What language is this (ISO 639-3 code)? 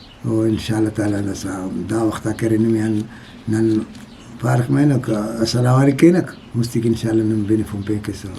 brh